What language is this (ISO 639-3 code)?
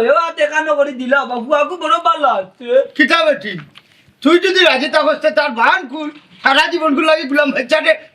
syl